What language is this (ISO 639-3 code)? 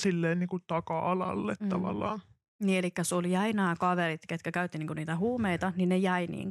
fin